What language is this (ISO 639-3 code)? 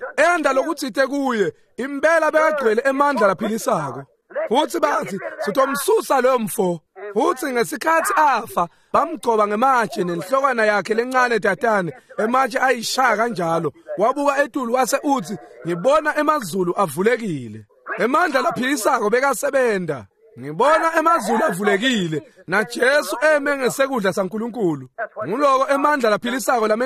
ssw